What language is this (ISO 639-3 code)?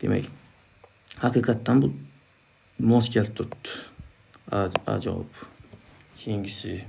uzb